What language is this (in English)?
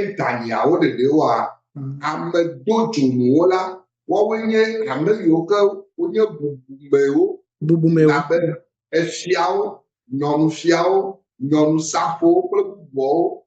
Ewe